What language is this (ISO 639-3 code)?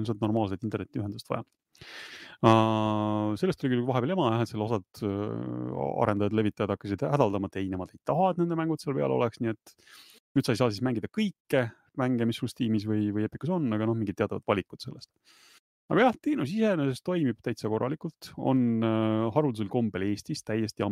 est